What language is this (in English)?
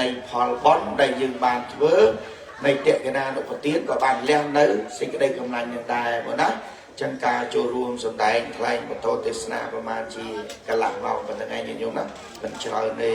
Khmer